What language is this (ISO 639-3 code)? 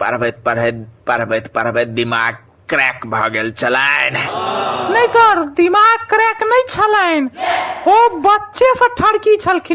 mai